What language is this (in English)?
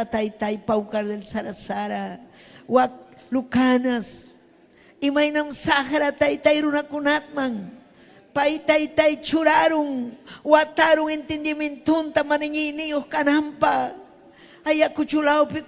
Ayacucho Quechua